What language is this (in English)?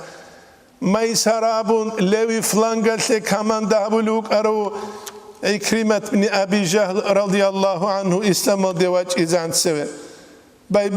Avaric